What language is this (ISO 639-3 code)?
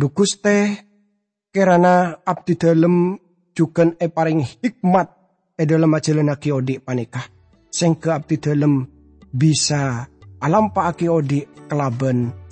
mad